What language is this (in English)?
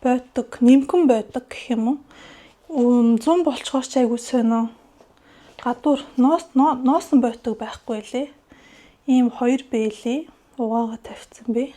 Mongolian